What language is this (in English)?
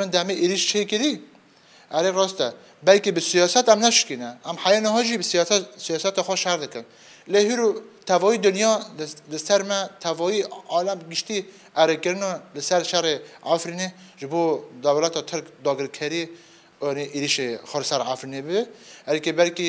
Kurdish